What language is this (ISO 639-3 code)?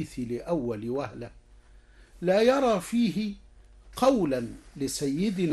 ara